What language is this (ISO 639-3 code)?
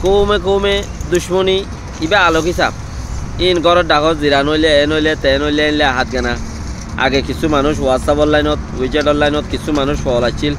rhg